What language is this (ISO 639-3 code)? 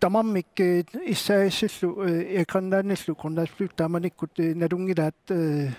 kal